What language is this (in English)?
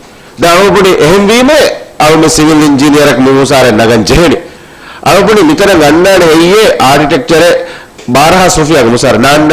Divehi